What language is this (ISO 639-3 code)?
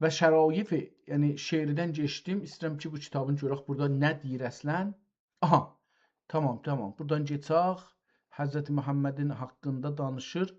azb